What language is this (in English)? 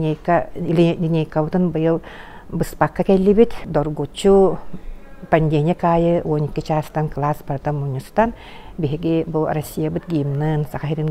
Yakut